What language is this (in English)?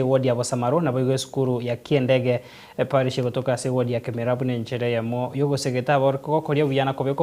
Gusii